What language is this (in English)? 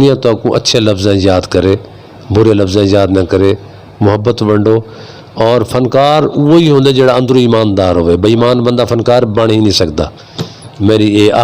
Western Panjabi